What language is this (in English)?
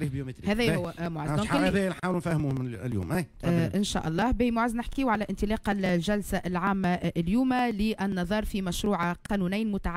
Tunisian Arabic